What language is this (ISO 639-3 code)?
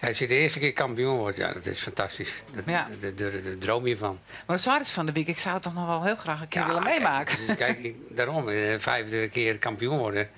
fry